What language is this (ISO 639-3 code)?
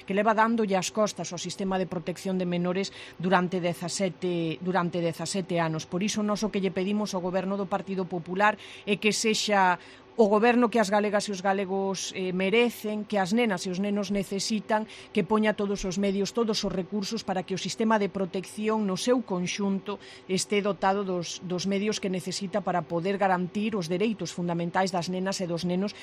glg